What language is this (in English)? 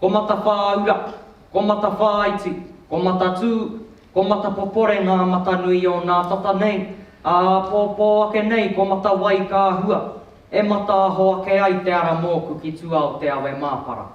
Māori